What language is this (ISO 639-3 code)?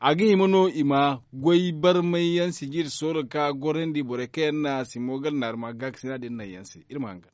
dje